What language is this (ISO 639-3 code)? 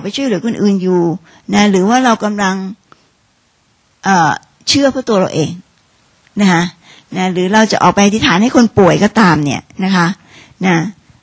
tha